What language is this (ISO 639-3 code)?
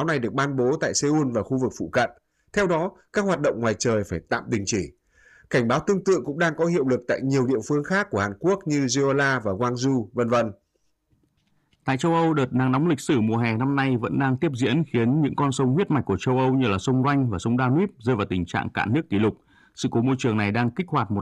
vie